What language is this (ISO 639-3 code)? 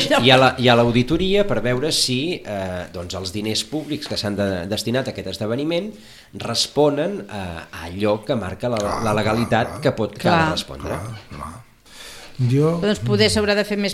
cat